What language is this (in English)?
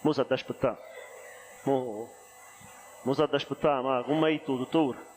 Neapolitan